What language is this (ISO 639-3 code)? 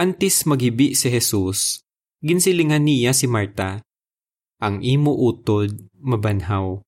hil